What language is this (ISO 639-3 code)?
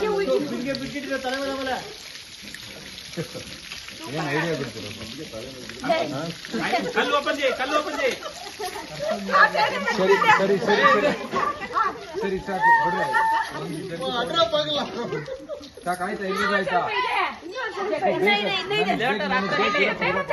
kan